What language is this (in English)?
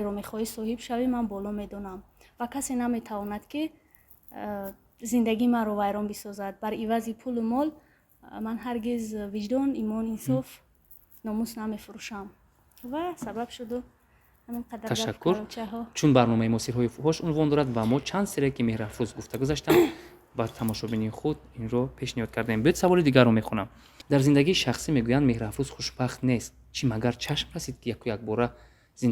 Tajik